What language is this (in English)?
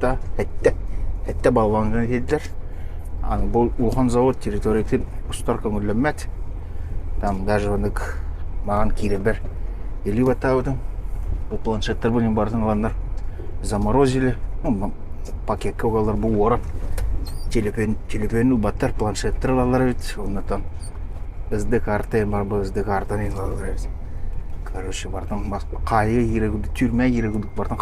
Yakut